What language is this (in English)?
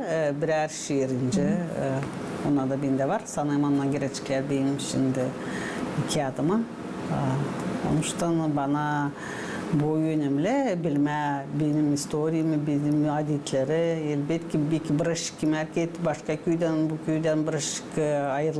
Gagauz